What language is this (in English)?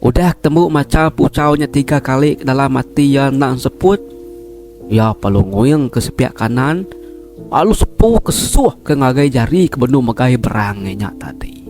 Iban